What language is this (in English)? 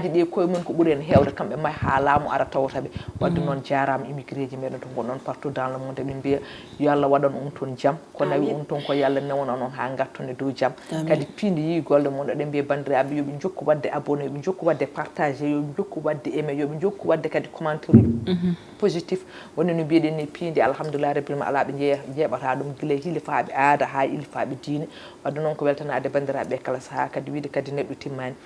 Fula